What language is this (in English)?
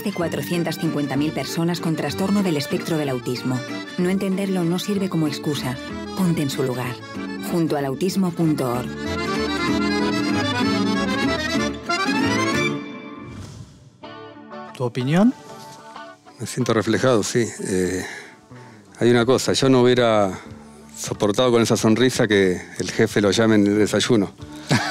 Spanish